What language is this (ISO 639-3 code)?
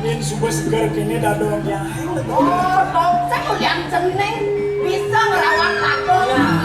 ban